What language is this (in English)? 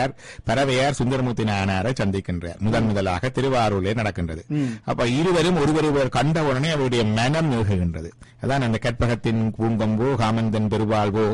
Tamil